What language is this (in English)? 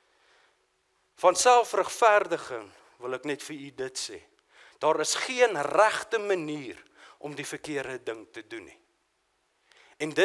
Afrikaans